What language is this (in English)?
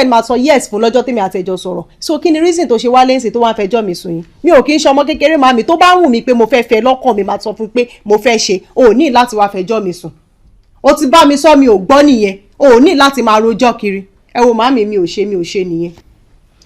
Yoruba